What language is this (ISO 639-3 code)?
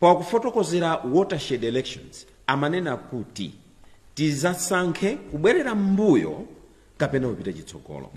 nya